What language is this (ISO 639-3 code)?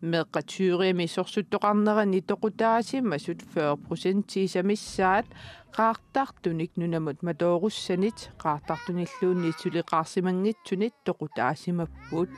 kal